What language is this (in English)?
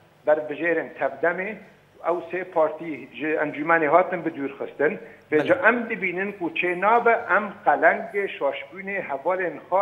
Kurdish